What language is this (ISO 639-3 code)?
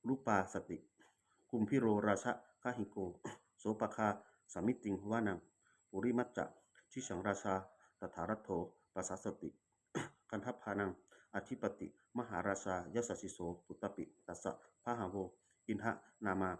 pli